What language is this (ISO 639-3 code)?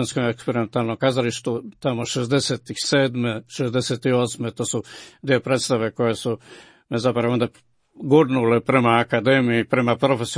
hrv